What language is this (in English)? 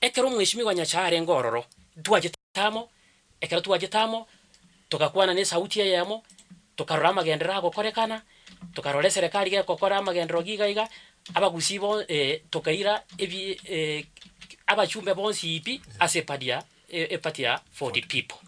Gusii